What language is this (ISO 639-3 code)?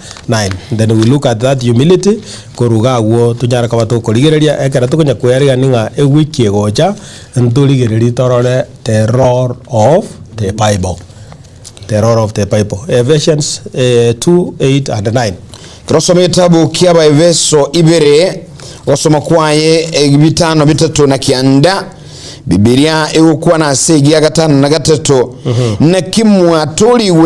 guz